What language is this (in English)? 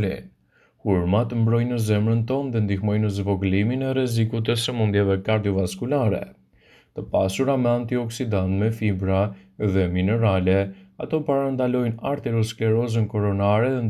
Albanian